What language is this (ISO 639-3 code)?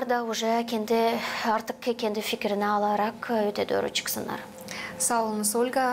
gag